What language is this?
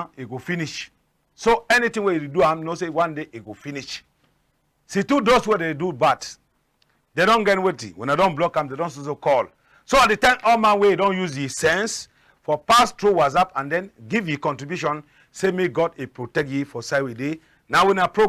Cameroon Pidgin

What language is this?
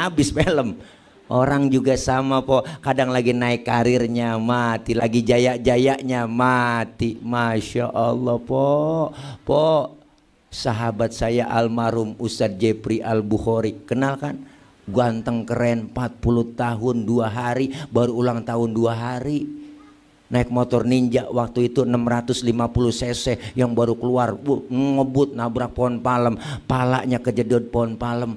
Betawi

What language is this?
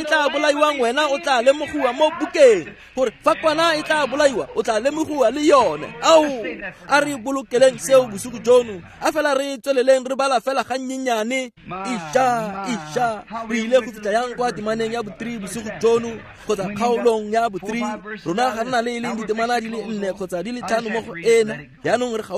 Tswana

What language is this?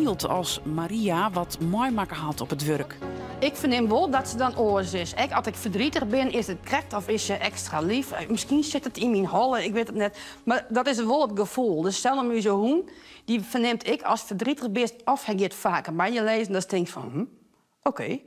Western Frisian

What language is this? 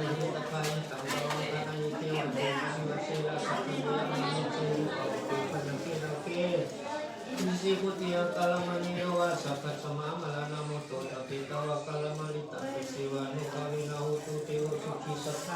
Pali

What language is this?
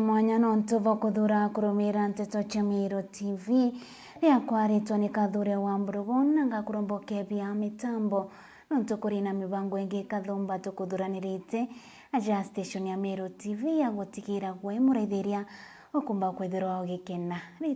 Meru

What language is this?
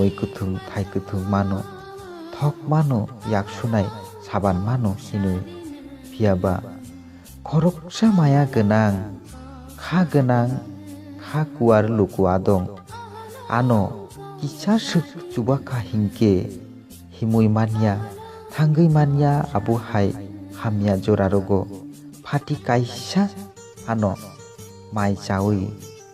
Kok Borok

